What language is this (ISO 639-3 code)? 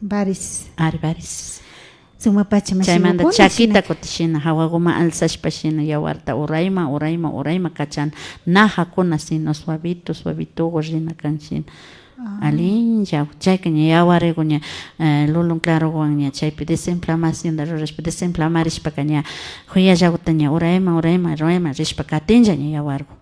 qvi